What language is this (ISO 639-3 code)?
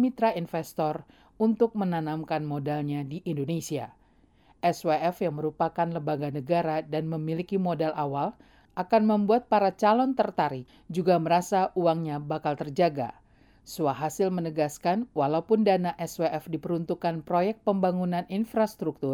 ind